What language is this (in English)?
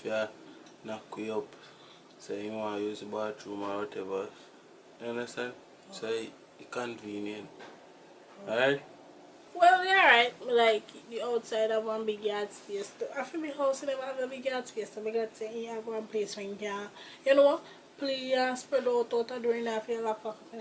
Jamaican Creole English